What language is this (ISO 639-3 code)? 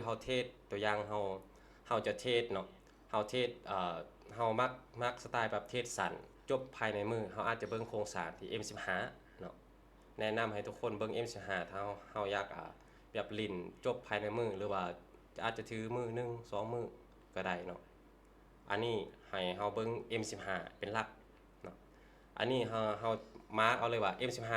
lao